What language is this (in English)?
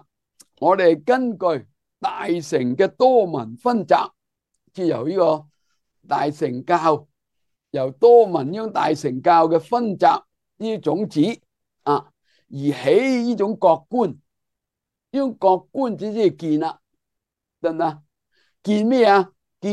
Cantonese